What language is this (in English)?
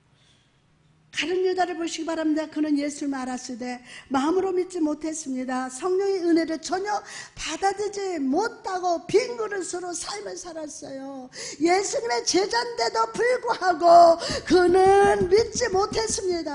Korean